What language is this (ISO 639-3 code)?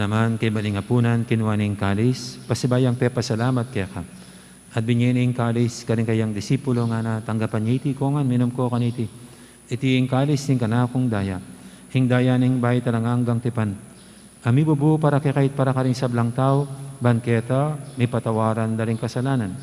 pam